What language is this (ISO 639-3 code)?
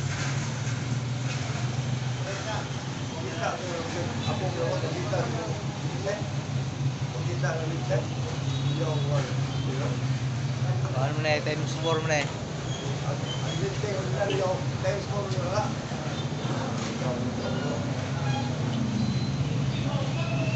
fil